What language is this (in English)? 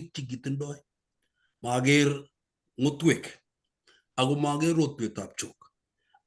Kalenjin